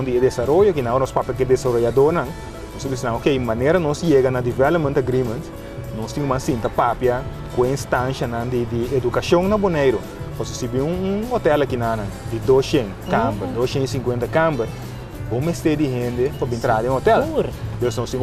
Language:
Papiamento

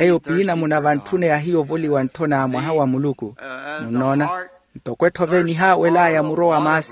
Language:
Makhuwa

